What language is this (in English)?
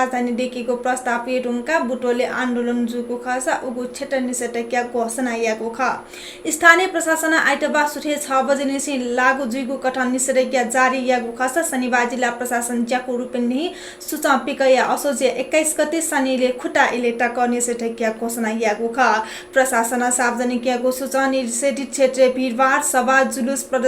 Newari